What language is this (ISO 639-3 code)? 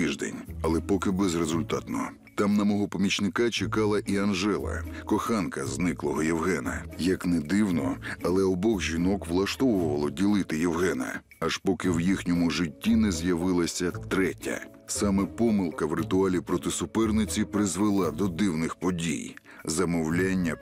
ukr